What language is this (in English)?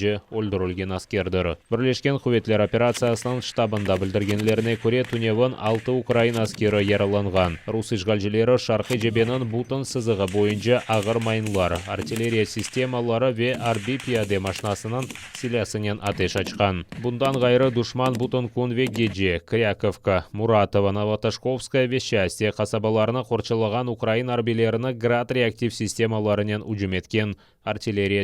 Crimean Tatar